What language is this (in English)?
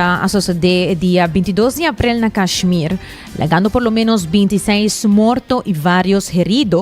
Papiamento